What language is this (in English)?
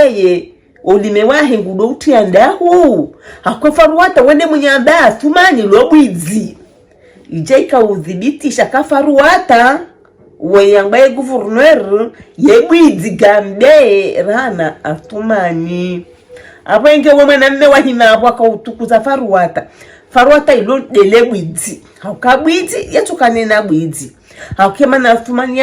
Ngazidja Comorian